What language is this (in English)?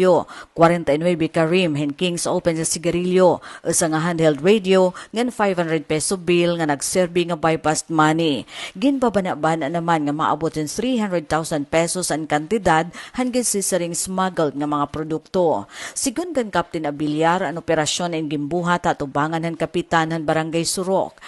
Waray